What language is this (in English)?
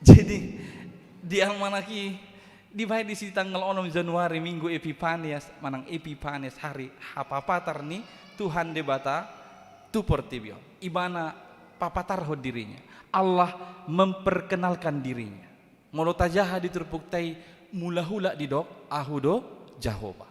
Batak Toba